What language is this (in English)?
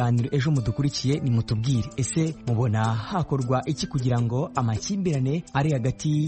Kinyarwanda